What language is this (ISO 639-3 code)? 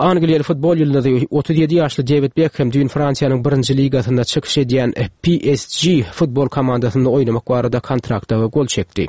tuk